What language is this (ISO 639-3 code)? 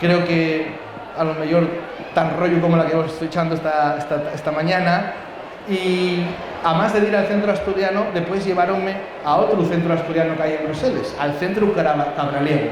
ast